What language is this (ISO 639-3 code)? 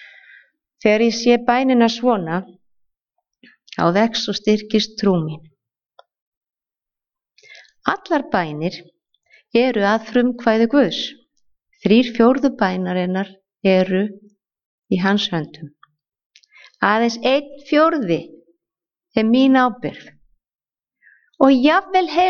isl